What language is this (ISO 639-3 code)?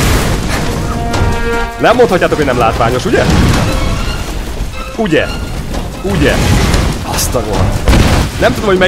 hun